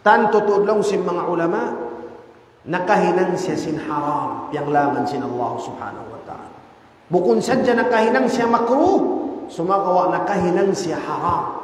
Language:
Tausug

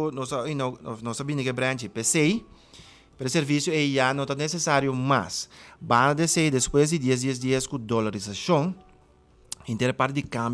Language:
Papiamento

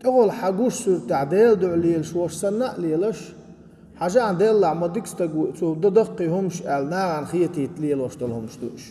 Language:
Chechen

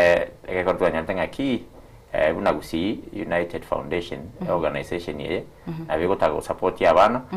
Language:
Gusii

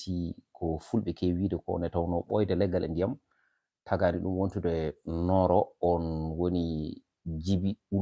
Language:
Fula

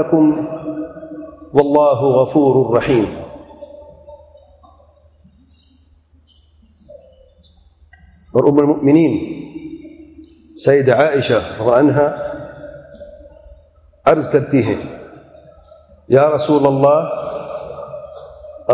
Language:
Urdu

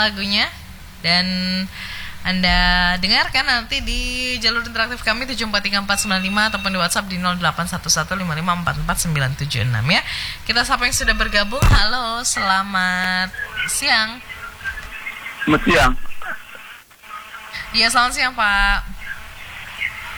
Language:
Indonesian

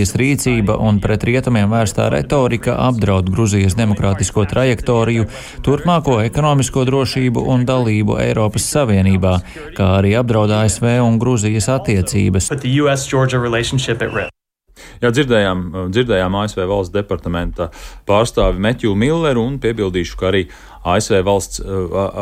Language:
Latvian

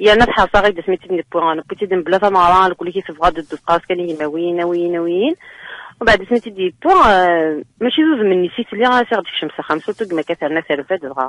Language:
Kabyle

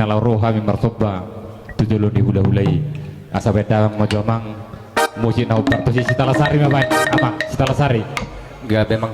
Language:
Batak Toba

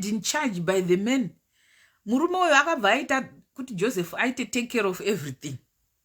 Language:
Shona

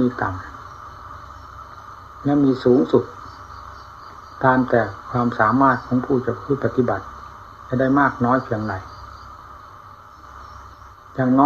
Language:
Thai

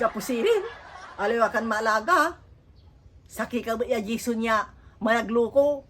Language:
Pangasinan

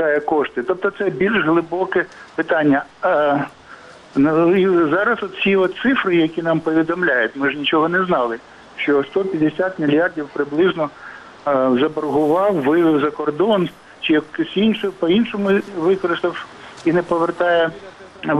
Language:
Ukrainian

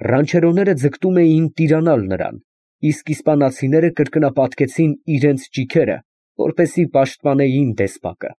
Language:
Armenian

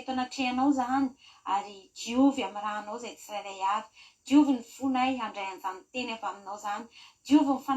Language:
Malagasy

